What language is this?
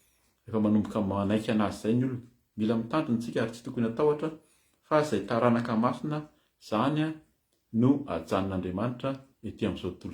Malagasy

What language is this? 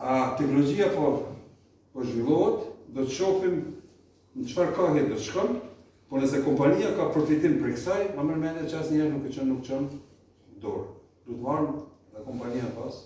Albanian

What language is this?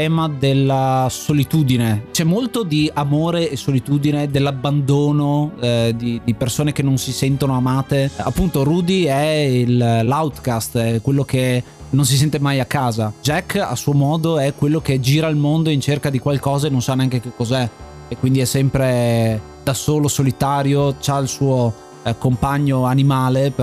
Italian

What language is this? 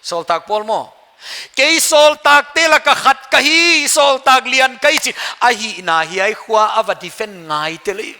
Paite Chin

